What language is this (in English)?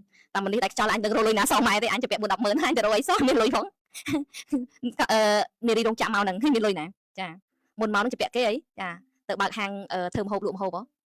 Khmer